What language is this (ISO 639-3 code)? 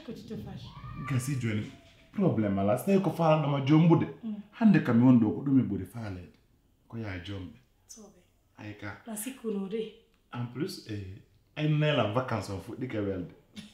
fuf